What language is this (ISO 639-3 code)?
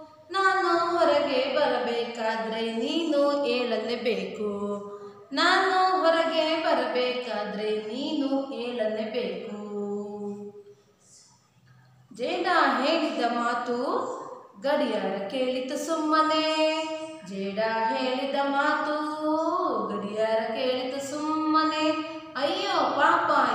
kan